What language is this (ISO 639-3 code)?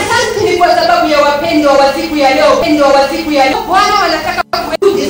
swa